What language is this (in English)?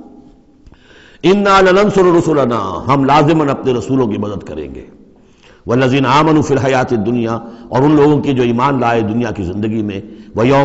Urdu